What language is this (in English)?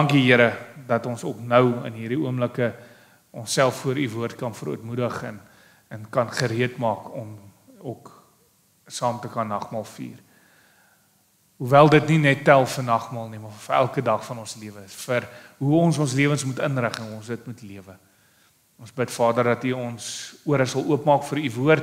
Afrikaans